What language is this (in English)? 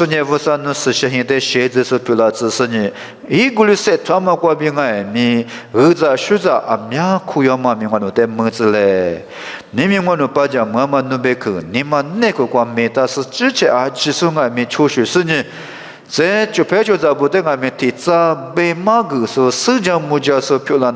Lisu